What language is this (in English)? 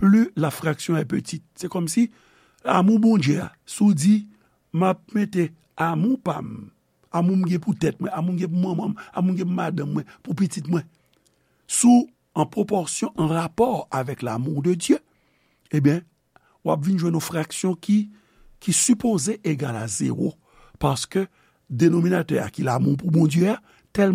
Haitian Creole